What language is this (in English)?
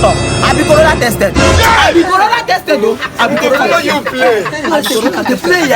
Nigerian Pidgin